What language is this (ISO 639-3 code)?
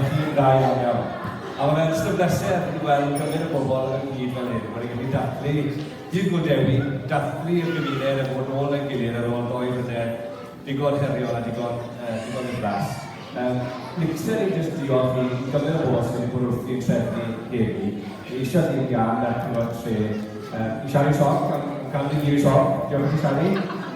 cym